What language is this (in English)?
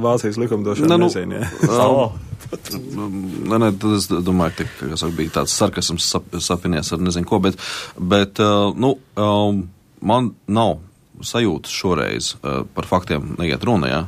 Latvian